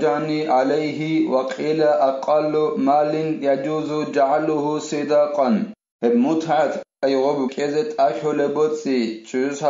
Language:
Avaric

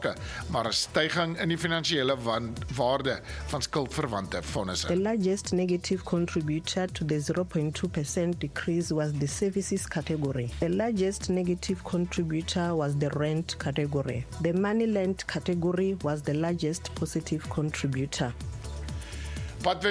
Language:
Afrikaans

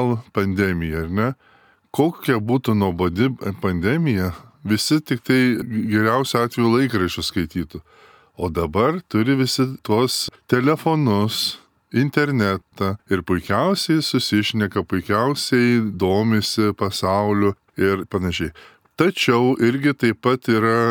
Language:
Lithuanian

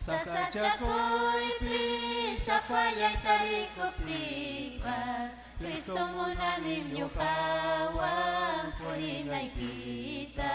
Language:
Ayacucho Quechua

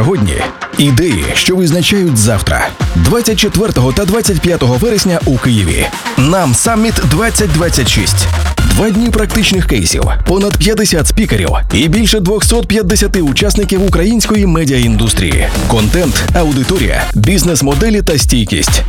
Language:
Ukrainian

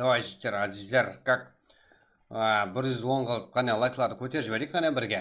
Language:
Kara-Kalpak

